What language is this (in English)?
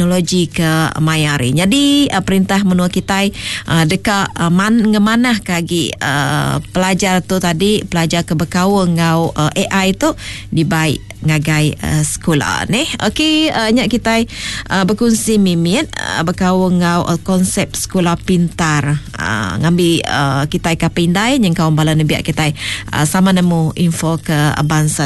Iban